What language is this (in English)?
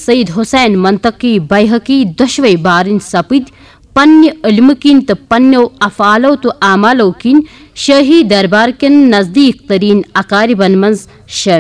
Kashmiri